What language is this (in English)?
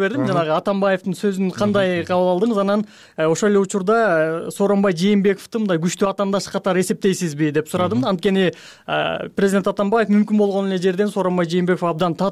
Kyrgyz